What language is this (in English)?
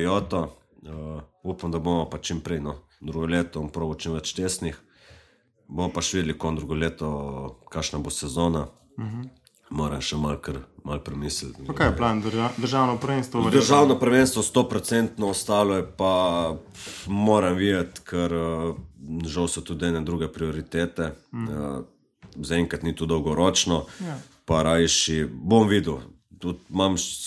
Slovenian